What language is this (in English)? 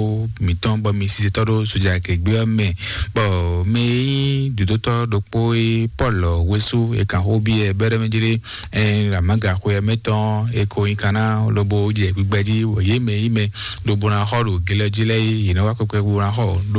Fon